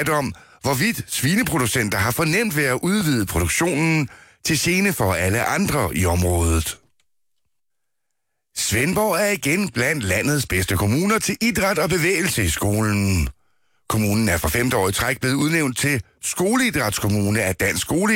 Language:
Danish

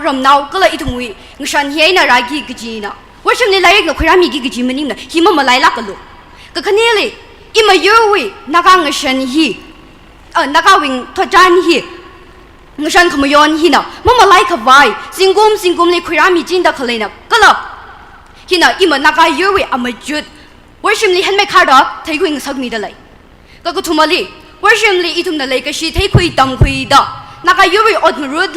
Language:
Tangkhul Naga (India)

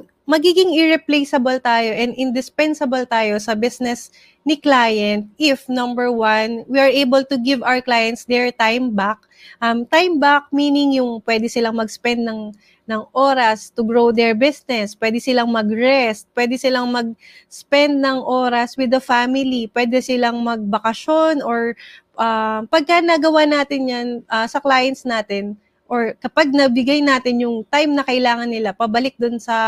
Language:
Filipino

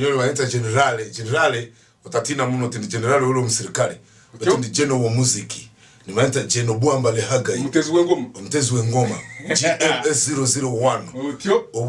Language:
Tooro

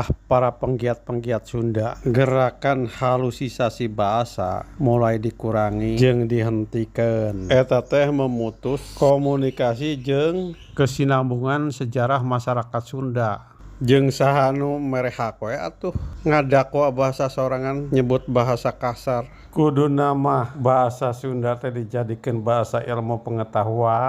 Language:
Sundanese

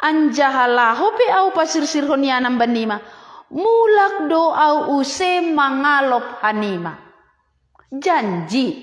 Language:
Batak Simalungun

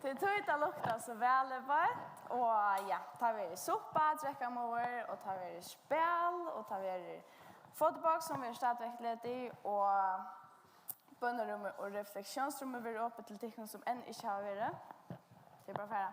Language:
Faroese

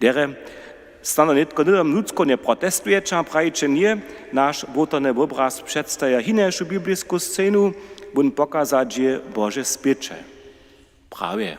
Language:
Upper Sorbian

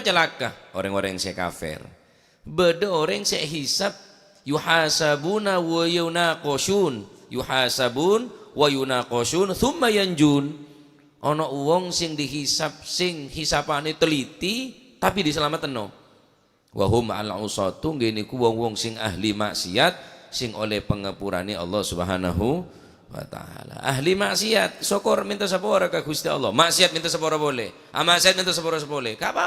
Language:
Madurese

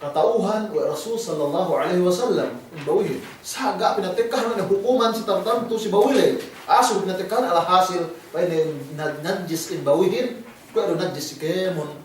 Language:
Yakan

